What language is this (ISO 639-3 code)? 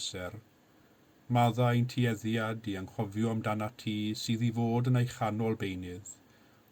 cym